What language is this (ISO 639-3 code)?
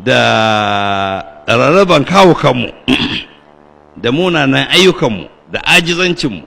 hau